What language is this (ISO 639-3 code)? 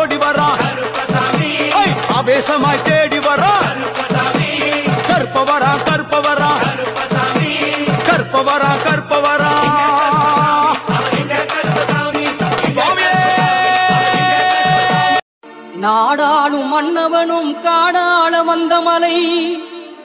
tam